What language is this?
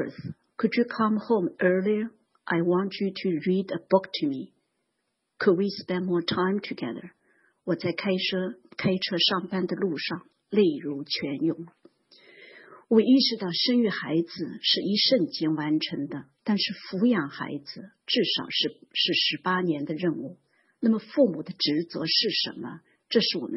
Chinese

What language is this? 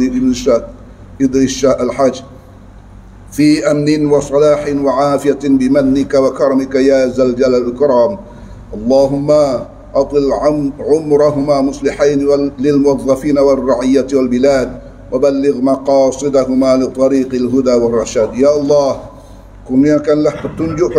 Malay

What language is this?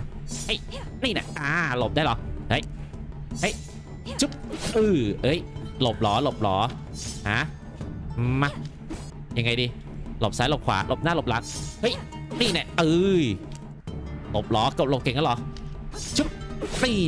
Thai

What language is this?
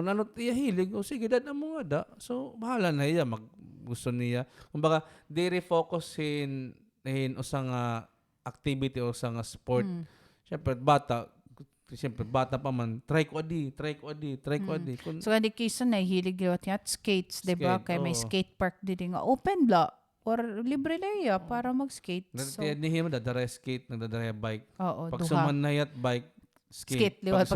Waray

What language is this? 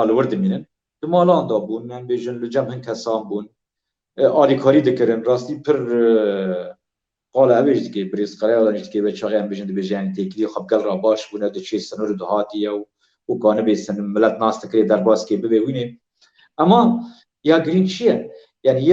Kurdish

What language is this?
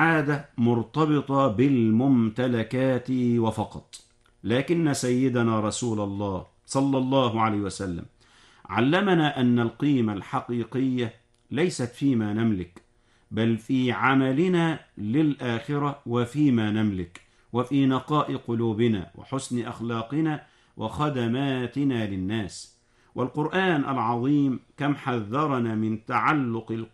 Arabic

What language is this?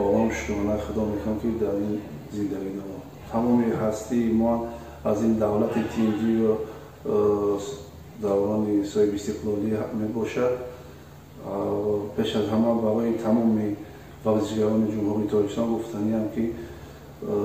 Tajik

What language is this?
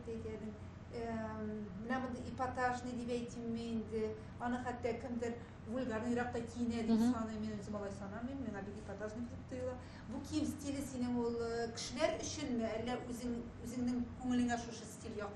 Tatar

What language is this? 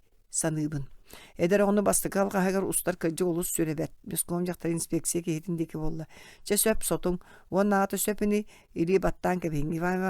Yakut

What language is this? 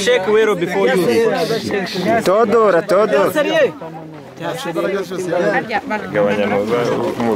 Kinyarwanda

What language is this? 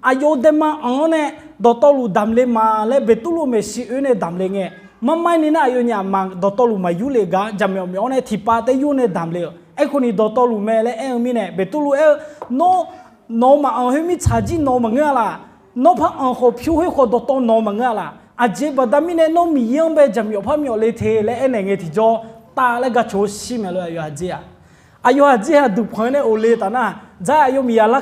Akha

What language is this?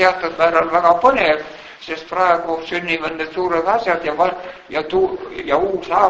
Estonian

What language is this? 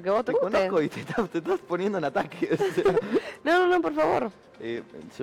Spanish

